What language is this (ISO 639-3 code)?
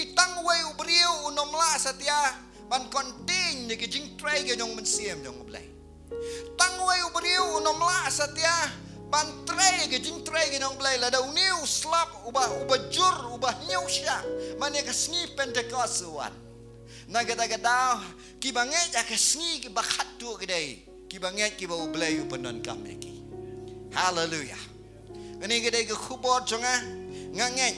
kha